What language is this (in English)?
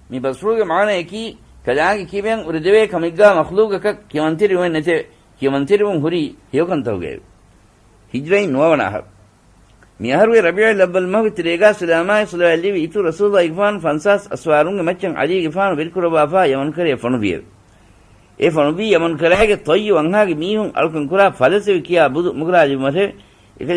Divehi